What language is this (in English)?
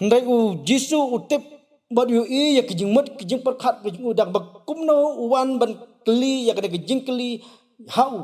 Khasi